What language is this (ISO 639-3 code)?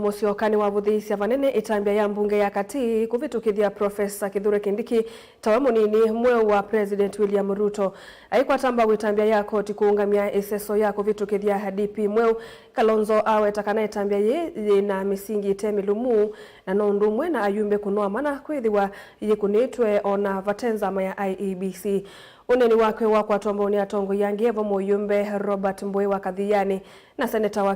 kam